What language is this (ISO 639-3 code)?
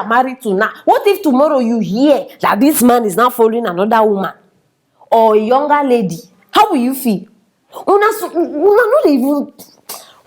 pcm